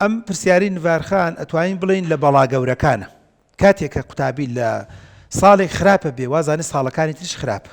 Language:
Central Kurdish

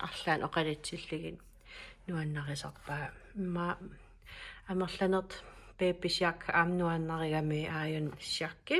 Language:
Kalaallisut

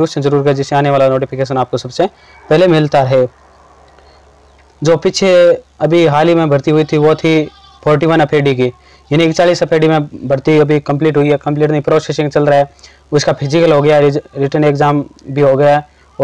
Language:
Hindi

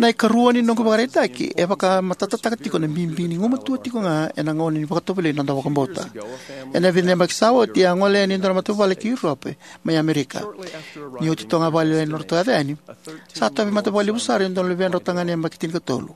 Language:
Fijian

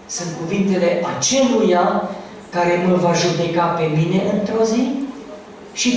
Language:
Romanian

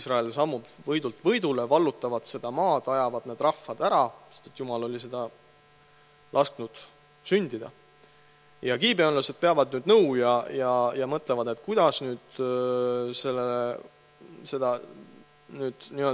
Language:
Estonian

